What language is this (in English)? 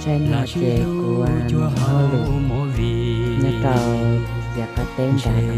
Hmong